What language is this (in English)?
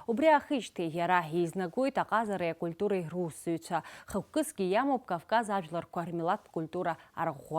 Abkhazian